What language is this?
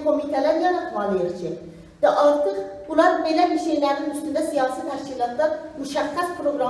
South Azerbaijani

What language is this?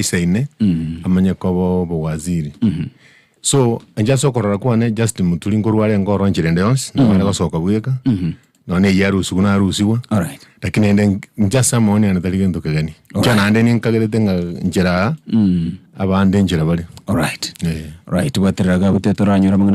Gusii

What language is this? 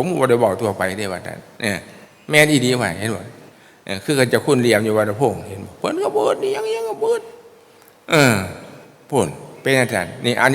Northeastern Thai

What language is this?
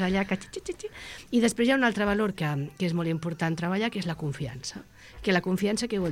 Catalan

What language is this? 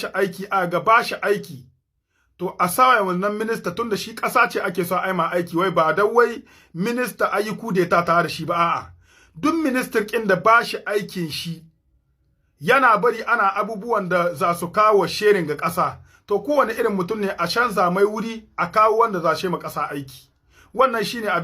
Hausa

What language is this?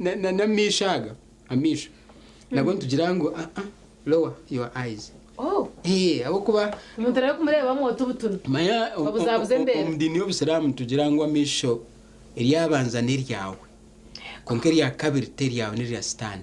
Nyankole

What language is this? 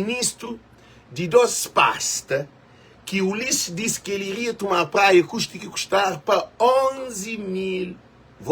Kabuverdianu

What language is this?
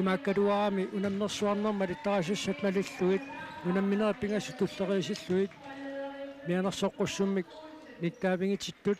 Kalaallisut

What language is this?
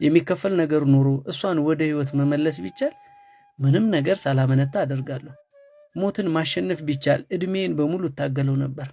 Amharic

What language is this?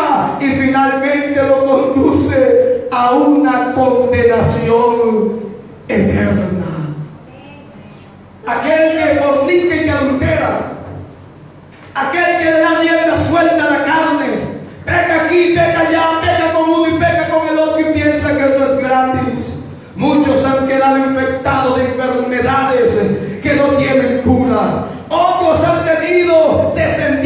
Spanish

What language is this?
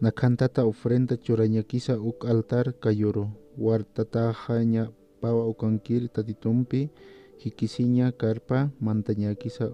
Aymara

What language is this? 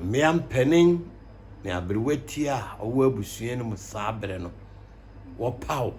Akan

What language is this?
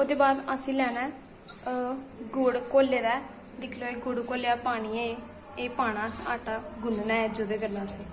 Dogri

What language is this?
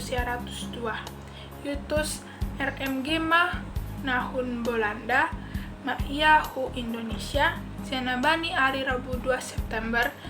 Batak Simalungun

